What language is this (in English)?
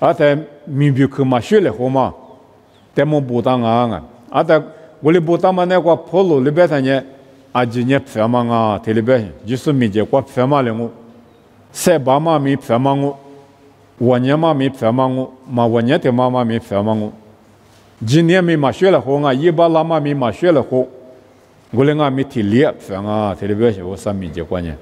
Lisu